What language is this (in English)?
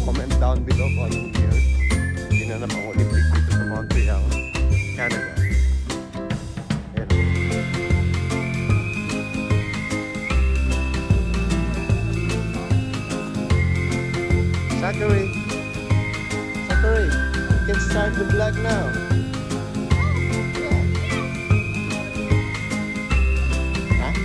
Filipino